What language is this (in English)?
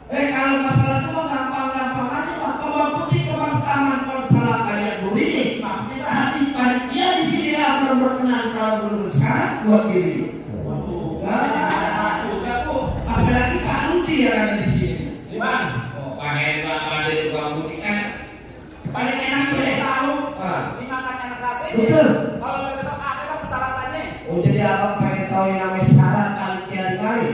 Betawi